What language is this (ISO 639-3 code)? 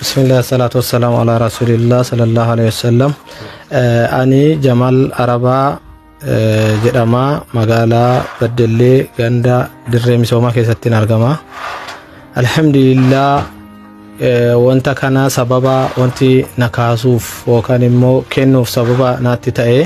orm